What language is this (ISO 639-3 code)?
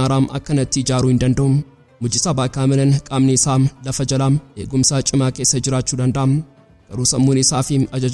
orm